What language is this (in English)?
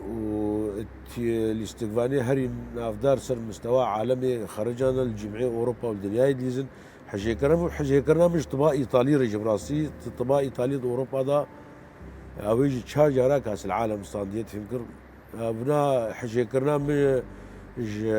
Kurdish